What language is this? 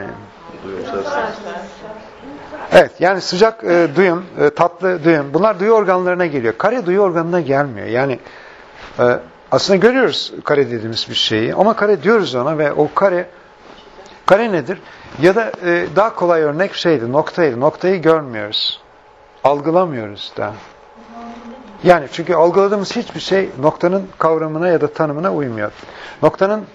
Turkish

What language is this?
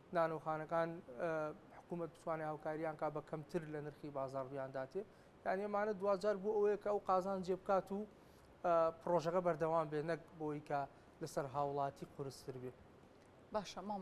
Central Kurdish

